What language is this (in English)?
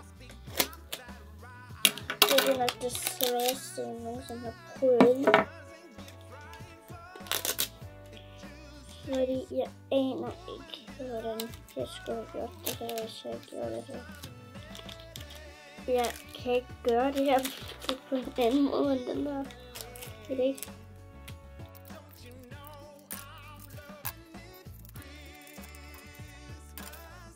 Danish